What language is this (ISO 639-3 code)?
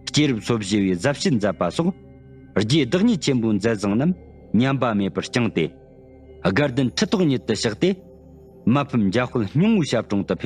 bod